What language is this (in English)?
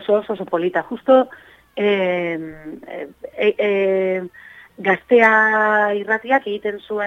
Basque